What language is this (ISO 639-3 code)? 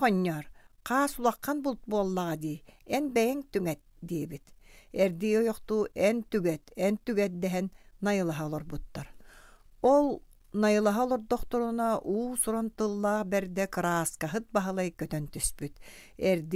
sah